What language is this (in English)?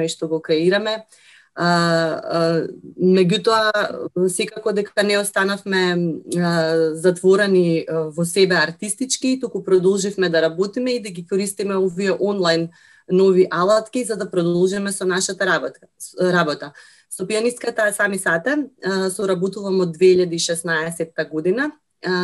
Macedonian